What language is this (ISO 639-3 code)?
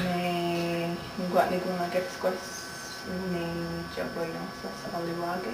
moh